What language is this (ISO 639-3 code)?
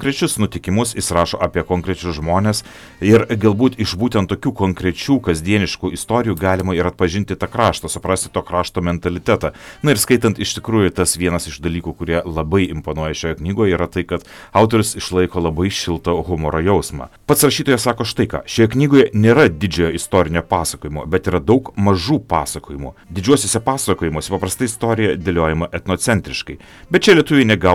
lit